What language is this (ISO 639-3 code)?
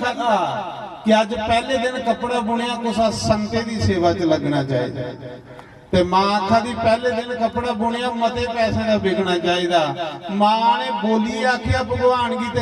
doi